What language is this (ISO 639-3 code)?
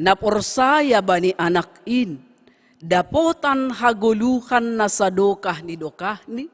bts